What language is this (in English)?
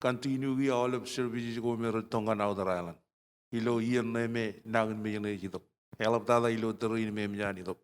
Marshallese